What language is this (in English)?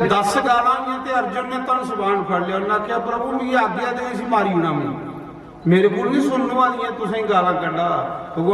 Dogri